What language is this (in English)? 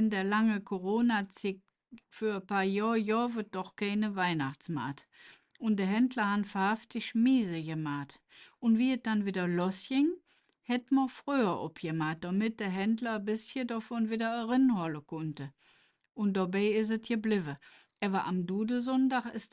Colognian